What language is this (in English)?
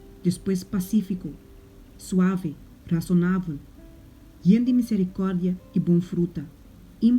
Papiamento